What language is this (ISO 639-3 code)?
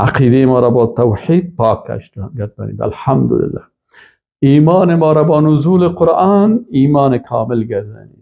fas